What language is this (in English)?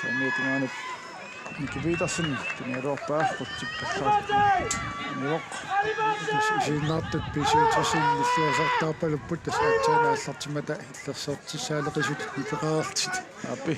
Kalaallisut